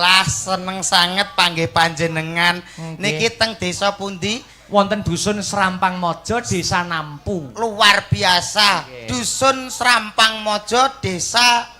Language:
Javanese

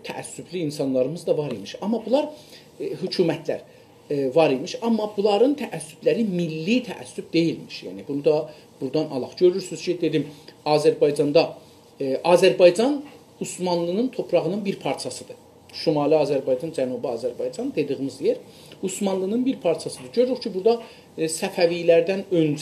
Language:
South Azerbaijani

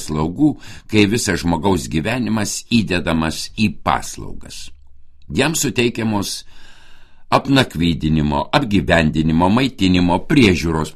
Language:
Lithuanian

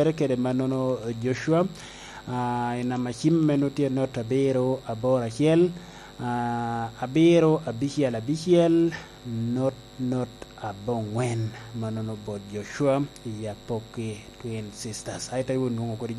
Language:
Lango (Uganda)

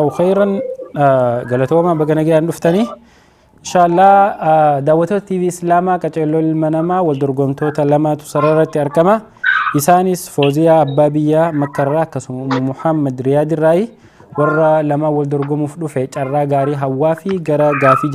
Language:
Oromo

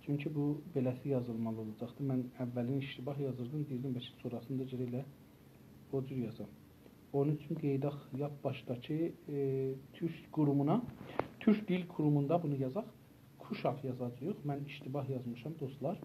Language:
South Azerbaijani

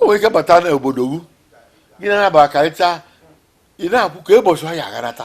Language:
Igbo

